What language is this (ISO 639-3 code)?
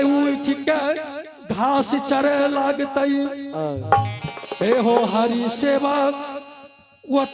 anp